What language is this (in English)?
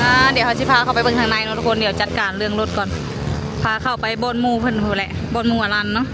Lao